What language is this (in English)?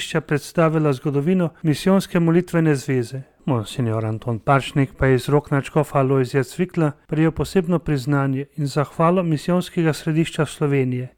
Slovenian